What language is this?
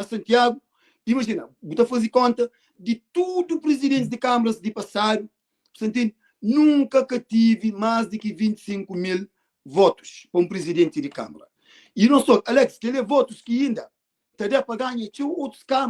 Kabuverdianu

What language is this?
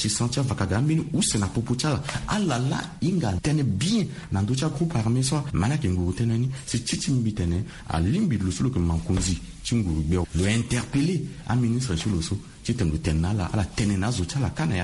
Sango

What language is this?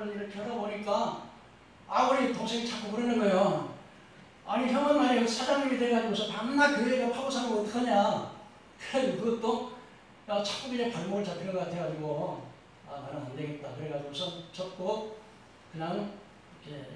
Korean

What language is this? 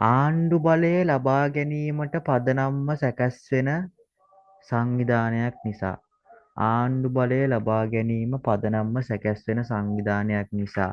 Sinhala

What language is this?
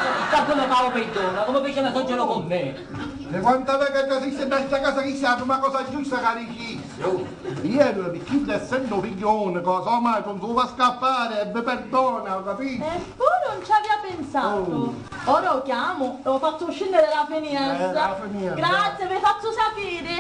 Sicilian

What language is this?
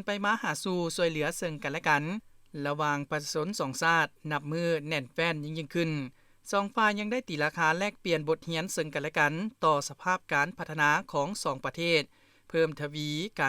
Lao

